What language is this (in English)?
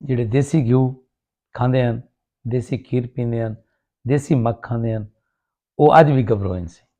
Saraiki